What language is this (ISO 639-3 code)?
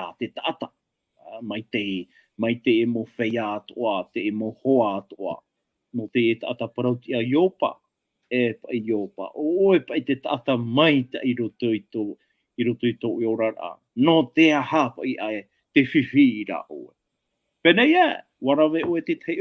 tah